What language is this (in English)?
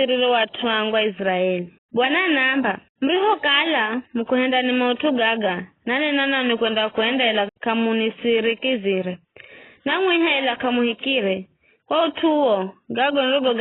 Giryama